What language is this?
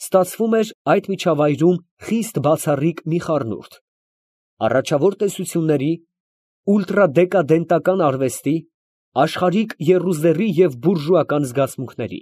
Armenian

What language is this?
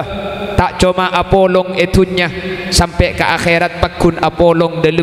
Madurese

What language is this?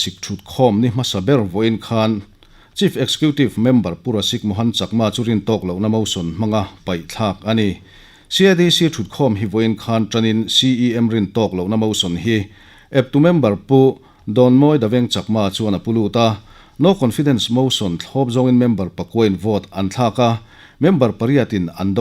Mizo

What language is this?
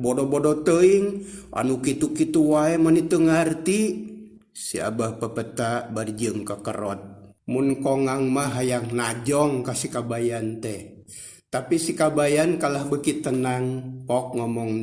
Sundanese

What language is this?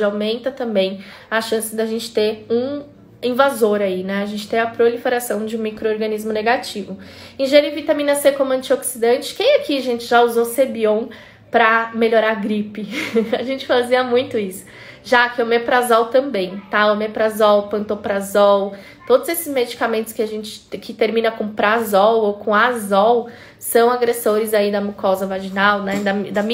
Portuguese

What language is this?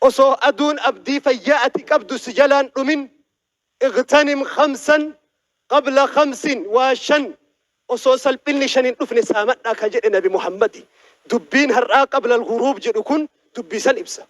Oromo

